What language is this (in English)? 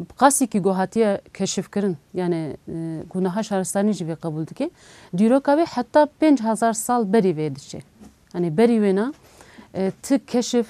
Kurdish